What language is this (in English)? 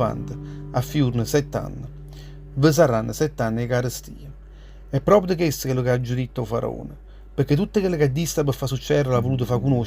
Neapolitan